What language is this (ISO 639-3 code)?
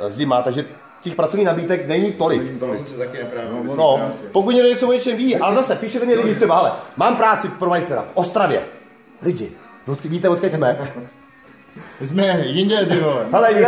ces